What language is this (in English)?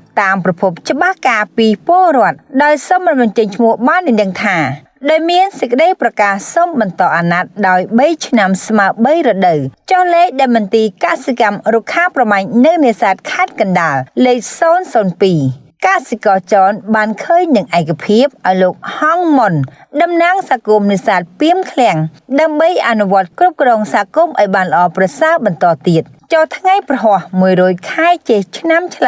Khmer